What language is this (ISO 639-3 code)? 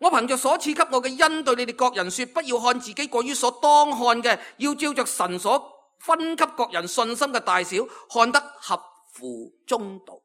yue